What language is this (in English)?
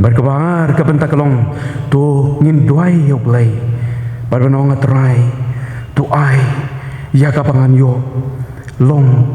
Khasi